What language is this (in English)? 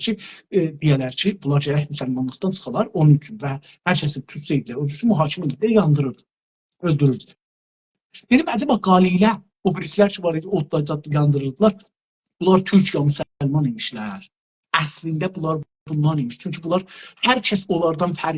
South Azerbaijani